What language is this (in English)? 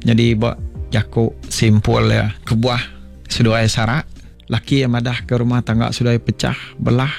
Iban